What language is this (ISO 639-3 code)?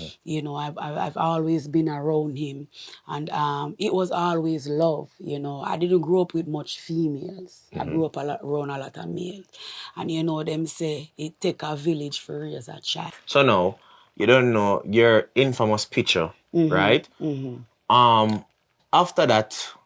jam